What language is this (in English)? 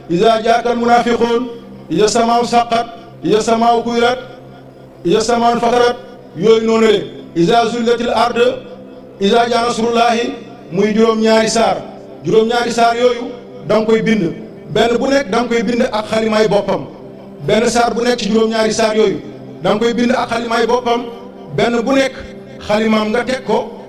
Wolof